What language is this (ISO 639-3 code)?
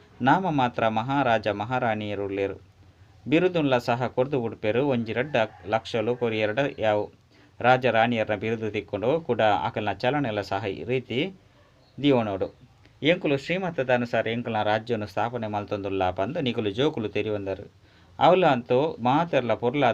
tcy